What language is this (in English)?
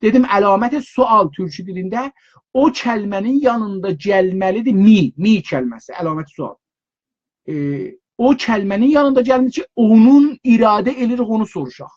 South Azerbaijani